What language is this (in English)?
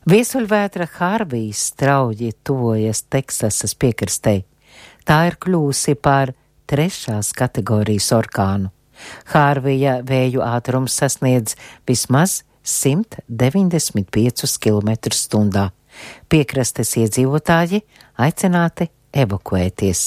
Latvian